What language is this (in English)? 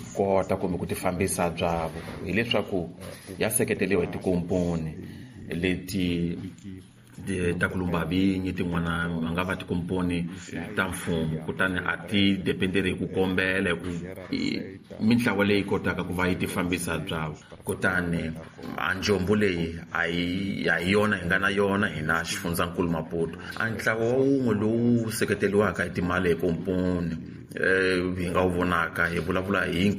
Tsonga